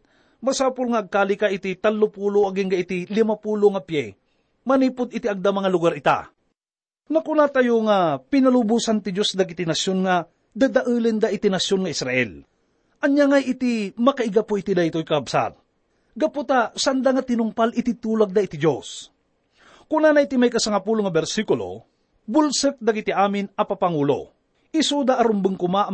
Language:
Iloko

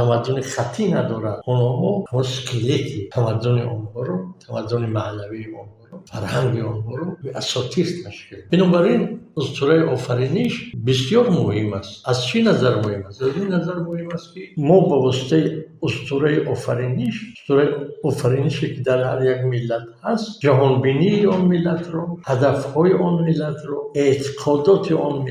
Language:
Tajik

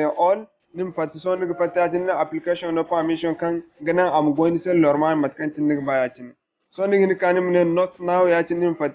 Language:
Zarma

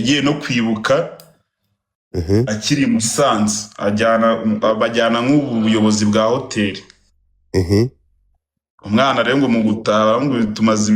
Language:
Kinyarwanda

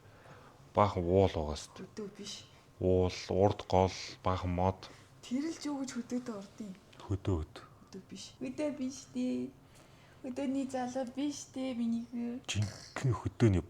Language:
Mongolian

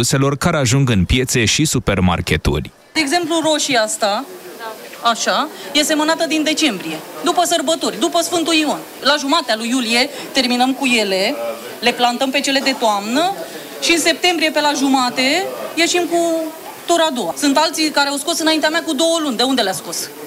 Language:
Romanian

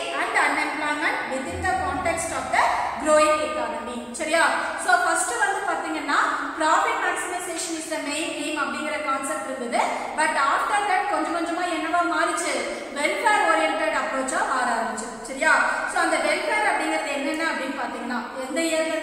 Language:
Tamil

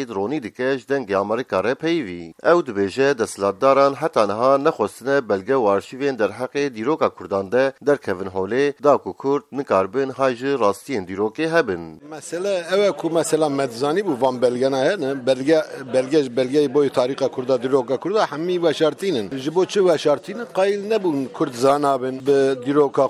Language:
Kurdish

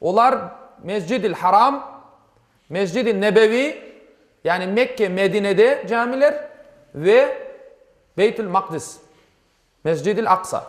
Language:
Crimean Tatar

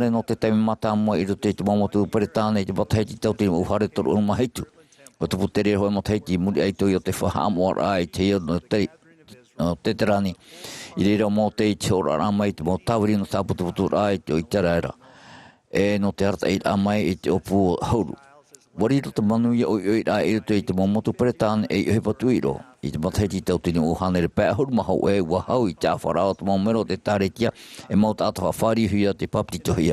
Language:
Tahitian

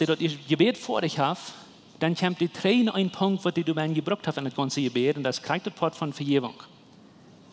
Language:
Plautdietsch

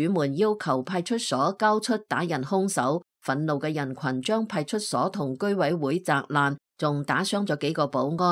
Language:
Cantonese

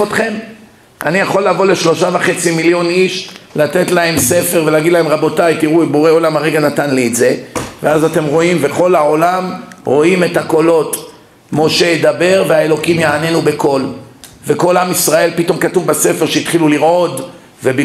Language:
Hebrew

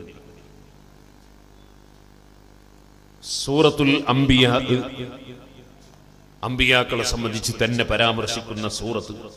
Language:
Malayalam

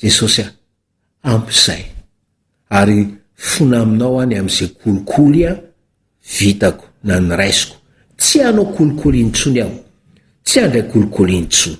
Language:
Malagasy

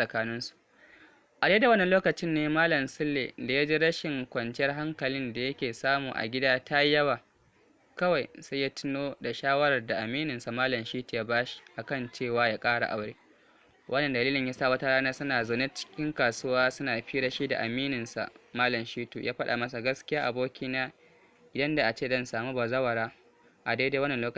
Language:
Hausa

